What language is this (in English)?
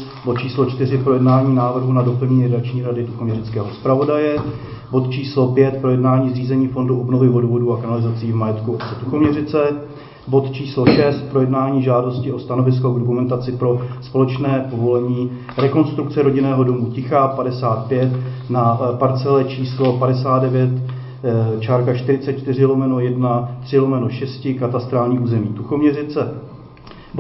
Czech